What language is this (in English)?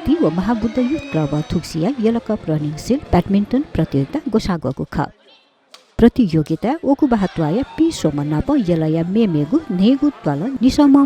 Newari